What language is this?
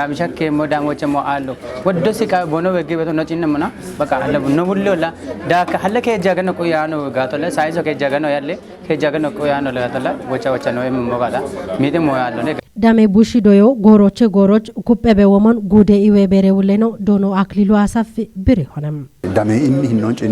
Kafa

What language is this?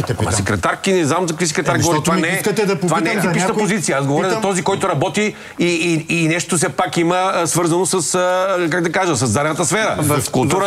Bulgarian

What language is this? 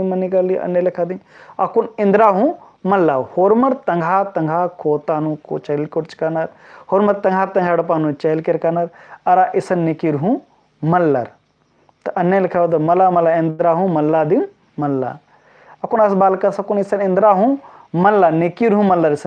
Kurukh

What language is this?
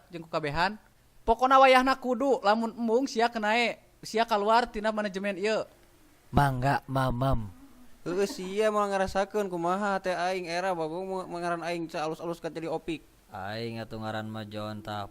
Sundanese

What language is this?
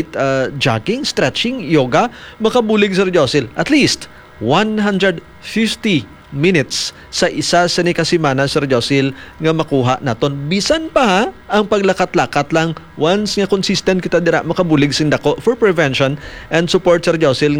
Hiligaynon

